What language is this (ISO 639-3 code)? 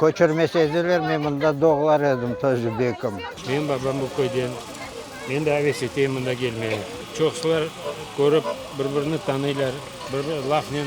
crh